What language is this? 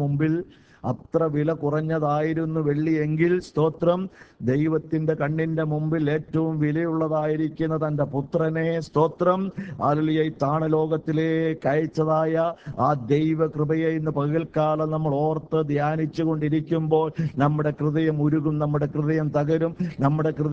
Malayalam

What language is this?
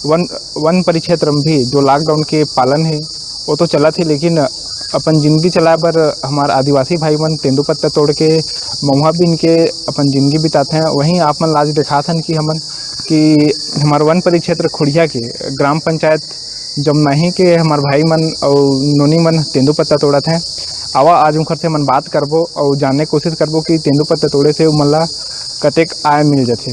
Chhattisgarhi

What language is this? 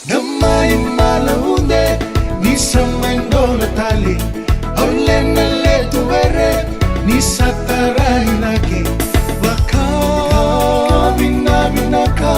Fijian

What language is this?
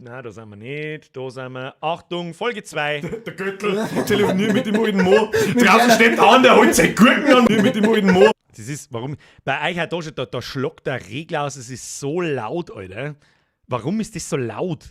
Bavarian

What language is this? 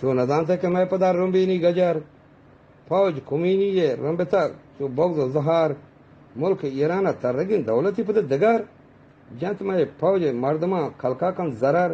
Eastern Balochi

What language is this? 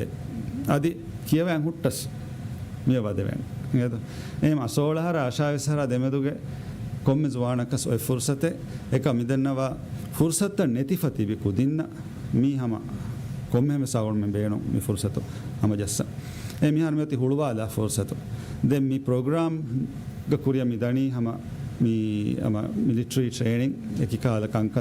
Divehi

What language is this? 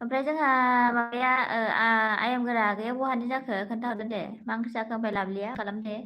Bodo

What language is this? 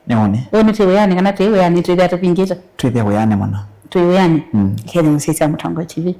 Kamba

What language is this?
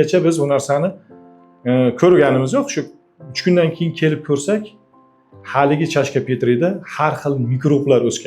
Uzbek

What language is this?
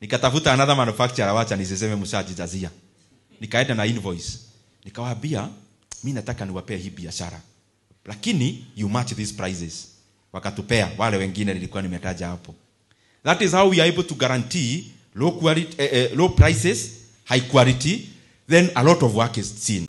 Swahili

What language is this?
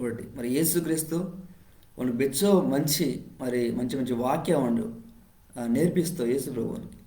Koya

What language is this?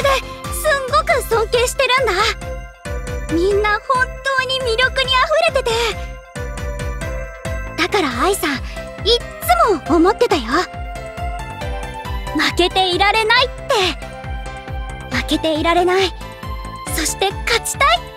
Japanese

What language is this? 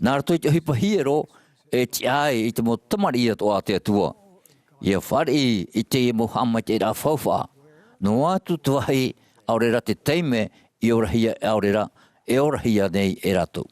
Tahitian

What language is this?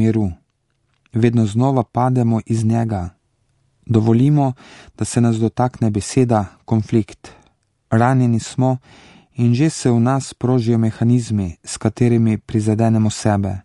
Slovenian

